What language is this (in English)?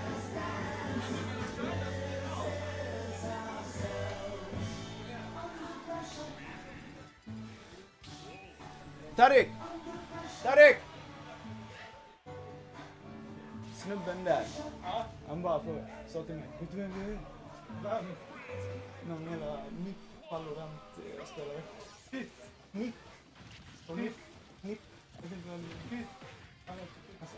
Swedish